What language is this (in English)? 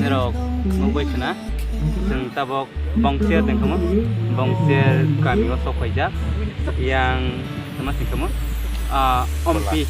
Kok Borok